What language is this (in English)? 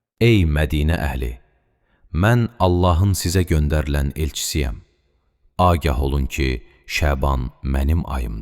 Azerbaijani